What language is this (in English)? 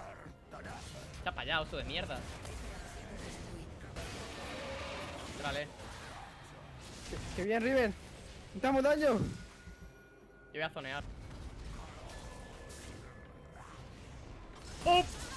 Spanish